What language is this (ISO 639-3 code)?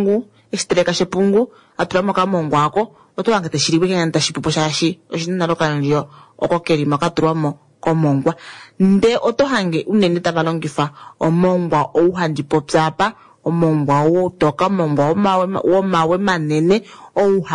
kua